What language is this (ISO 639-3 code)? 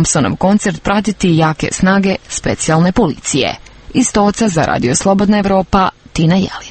hrv